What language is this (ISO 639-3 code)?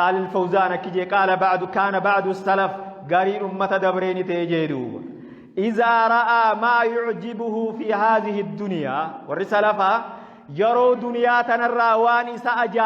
orm